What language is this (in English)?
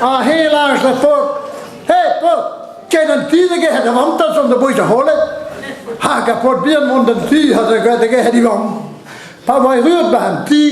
Breton